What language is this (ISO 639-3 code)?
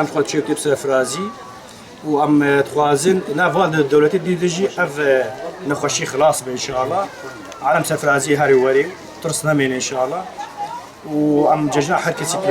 kur